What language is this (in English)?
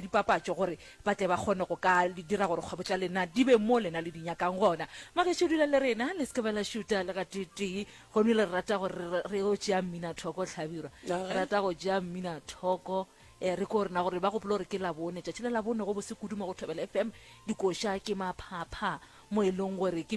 Northern Sotho